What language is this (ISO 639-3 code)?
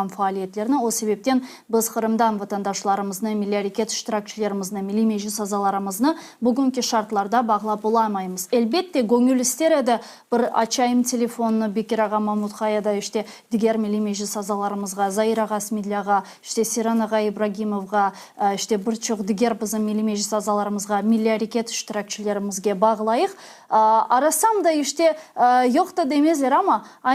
crh